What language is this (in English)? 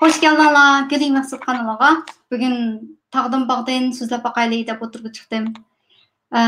Uyghur